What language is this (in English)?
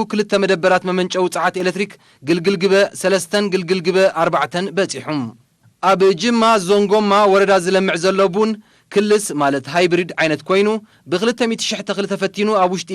Tigrinya